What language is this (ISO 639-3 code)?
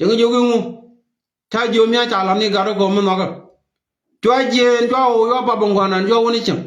nus